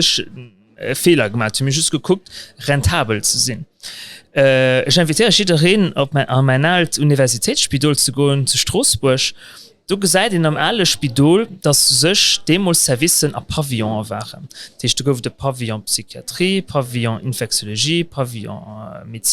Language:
Luxembourgish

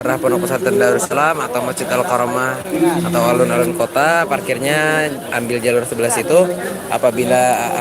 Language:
Banjar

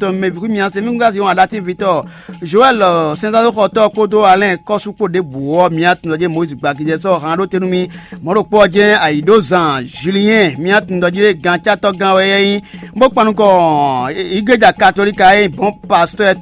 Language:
Fon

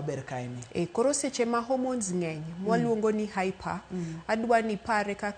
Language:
Luo (Kenya and Tanzania)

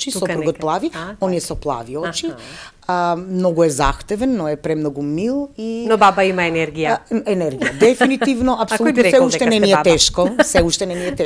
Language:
Macedonian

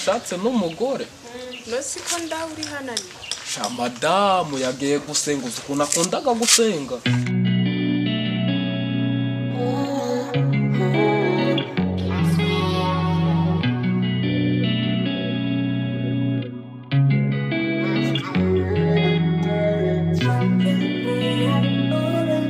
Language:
Kinyarwanda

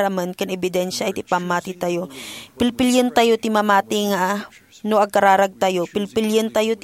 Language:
Iloko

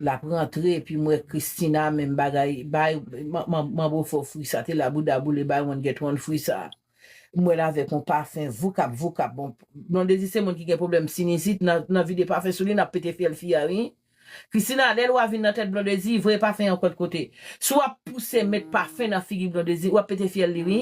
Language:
Haitian Creole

